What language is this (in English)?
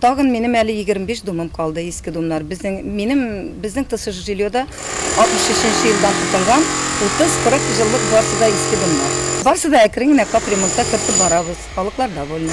Tatar